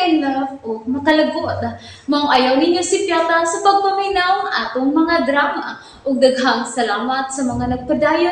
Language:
Cebuano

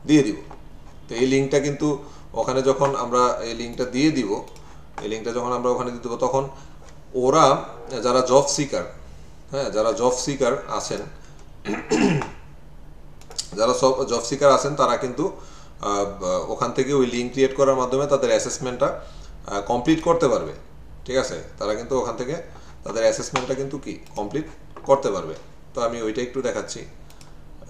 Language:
Bangla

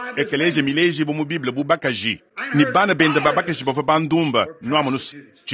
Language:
Luba-Lulua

